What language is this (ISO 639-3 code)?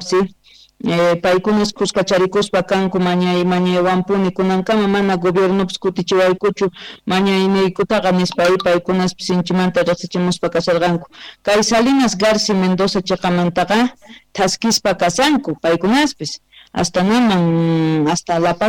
que